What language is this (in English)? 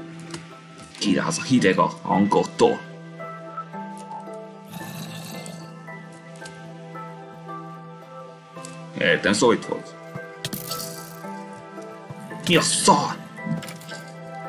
Hungarian